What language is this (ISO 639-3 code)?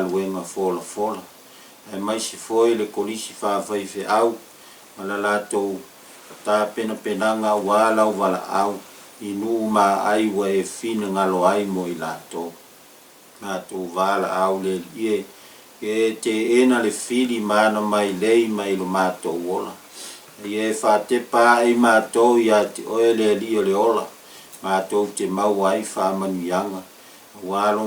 smo